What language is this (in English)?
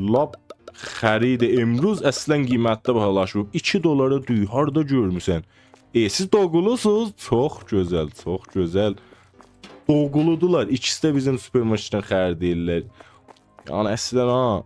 South Azerbaijani